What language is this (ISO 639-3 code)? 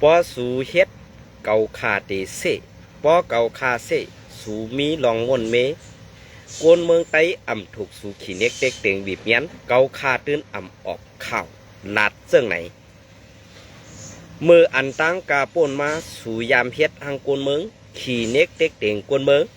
shn